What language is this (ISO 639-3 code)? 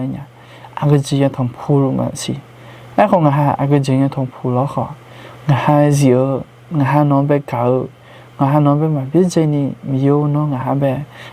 ahk